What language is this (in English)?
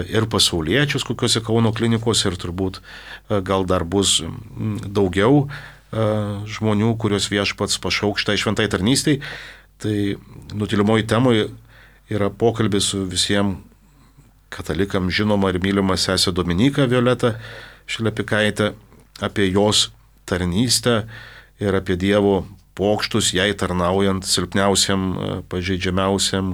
Lithuanian